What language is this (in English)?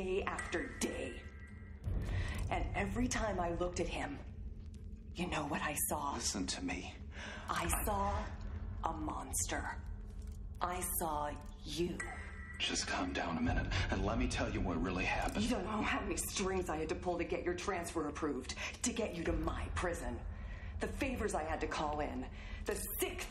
English